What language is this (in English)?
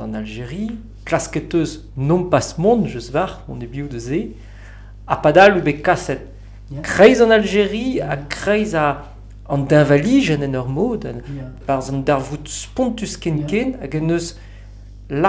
Breton